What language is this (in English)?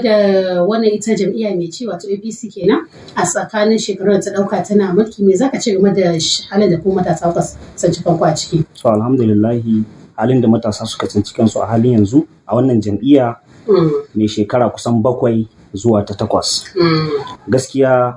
Hausa